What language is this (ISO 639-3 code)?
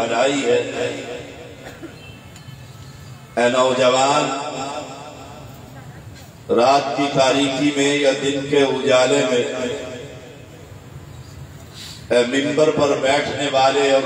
urd